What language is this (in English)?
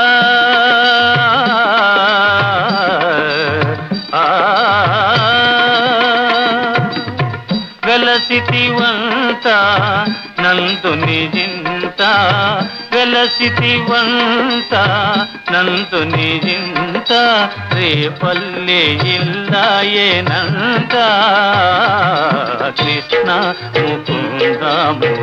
Telugu